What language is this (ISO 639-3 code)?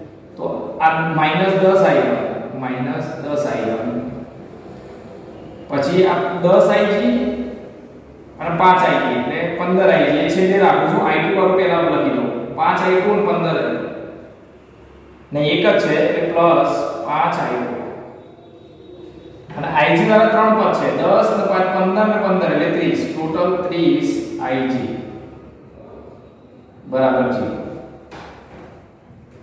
guj